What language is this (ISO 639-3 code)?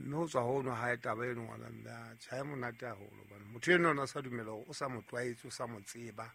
sot